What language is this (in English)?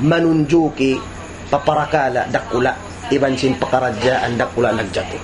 Tausug